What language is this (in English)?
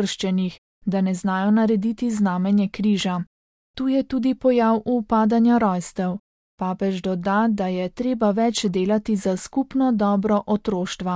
Slovenian